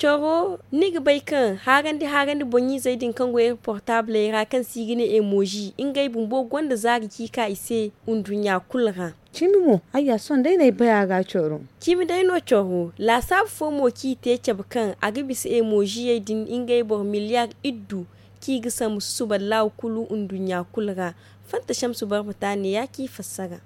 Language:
Zarma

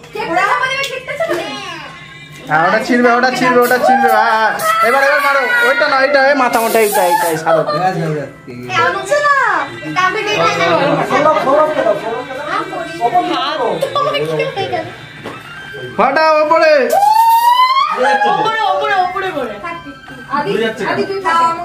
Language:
Bangla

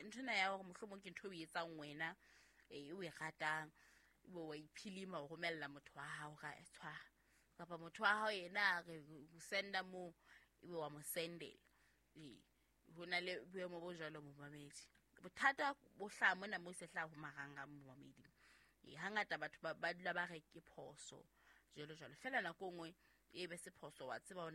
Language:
Southern Sotho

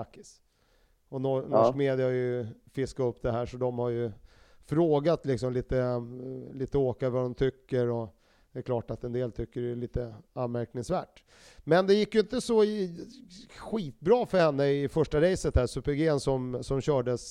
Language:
Swedish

